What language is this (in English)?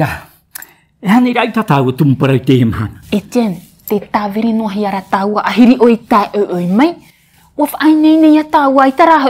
Tahitian